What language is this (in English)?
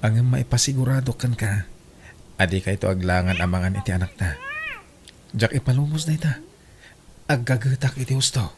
Iloko